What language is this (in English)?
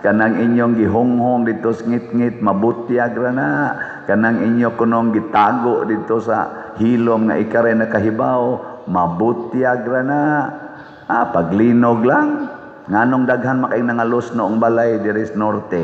Cebuano